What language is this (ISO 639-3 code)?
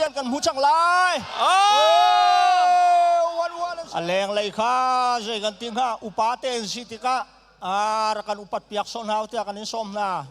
cnh